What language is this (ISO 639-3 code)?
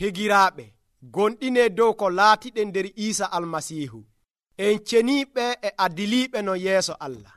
fuv